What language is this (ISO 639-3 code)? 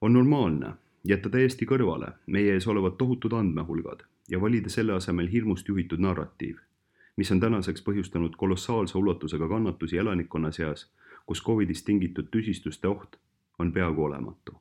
est